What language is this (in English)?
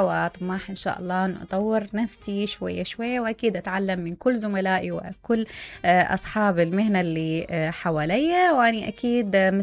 Mesopotamian Arabic